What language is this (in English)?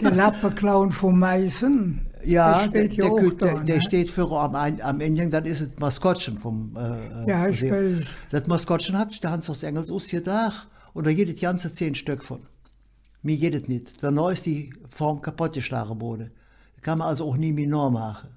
Colognian